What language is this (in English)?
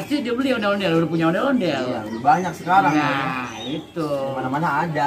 Betawi